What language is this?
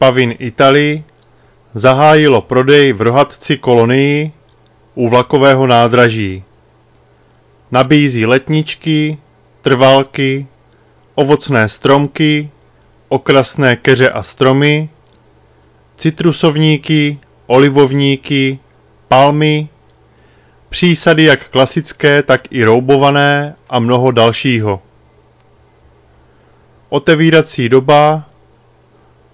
Czech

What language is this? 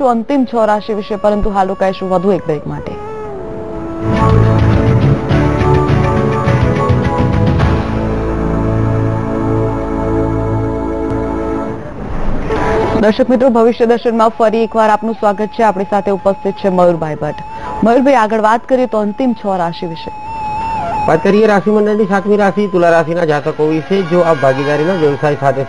Gujarati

